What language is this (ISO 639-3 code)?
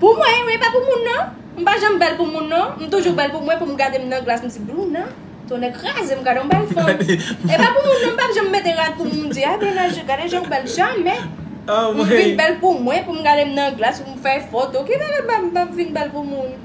hat